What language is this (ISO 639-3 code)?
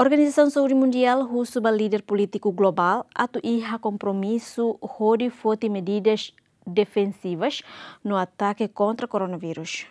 tet